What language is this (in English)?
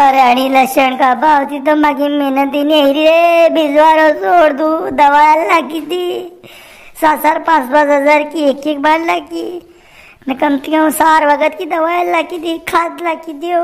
Rajasthani